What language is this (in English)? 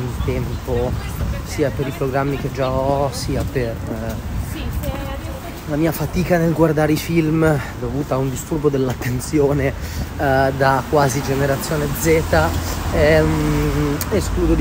Italian